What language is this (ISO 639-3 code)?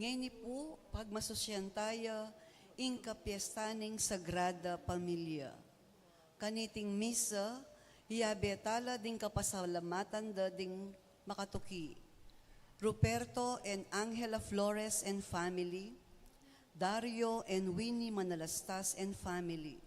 pam